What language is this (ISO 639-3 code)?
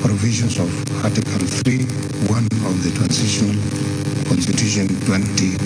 nus